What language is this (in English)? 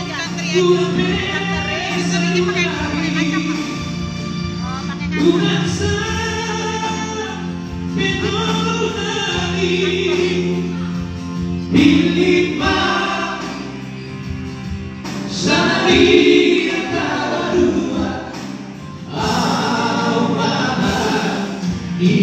Indonesian